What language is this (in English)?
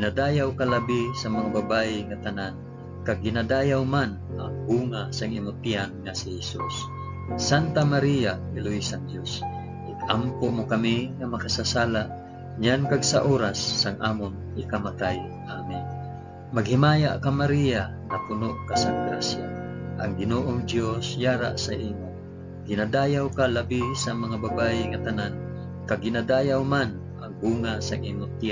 Hiligaynon